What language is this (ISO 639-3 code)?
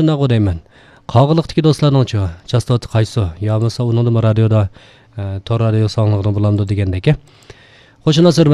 uig